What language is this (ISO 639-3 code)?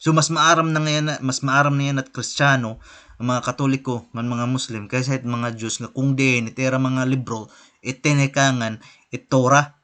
war